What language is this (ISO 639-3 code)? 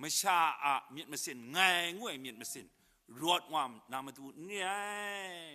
kac